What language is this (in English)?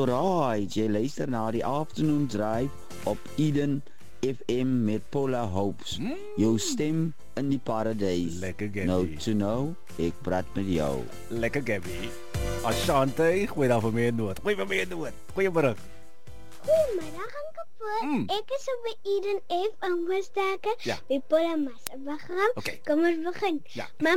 Afrikaans